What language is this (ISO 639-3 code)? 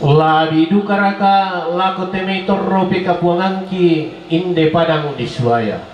sda